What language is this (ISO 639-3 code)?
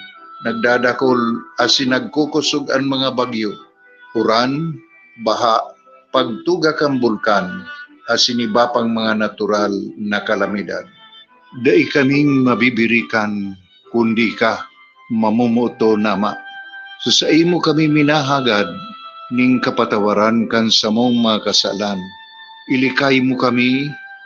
bik